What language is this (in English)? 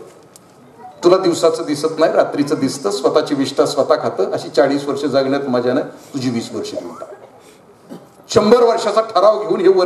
Marathi